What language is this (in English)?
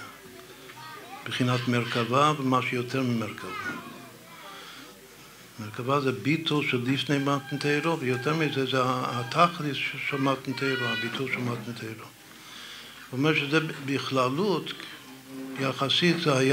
Hebrew